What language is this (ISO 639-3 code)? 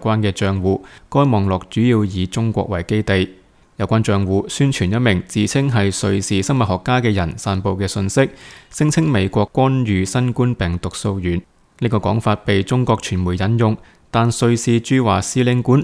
yue